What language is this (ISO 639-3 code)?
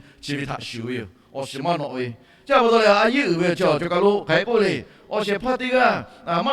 lhu